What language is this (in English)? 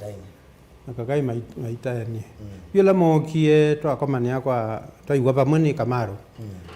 Kamba